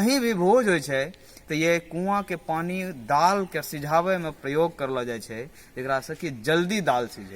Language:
Angika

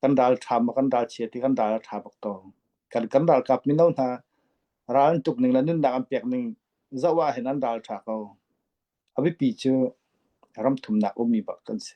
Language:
Falam Chin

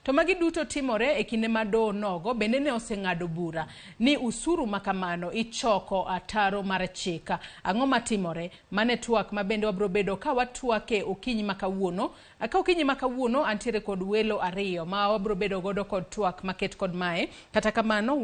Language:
Luo (Kenya and Tanzania)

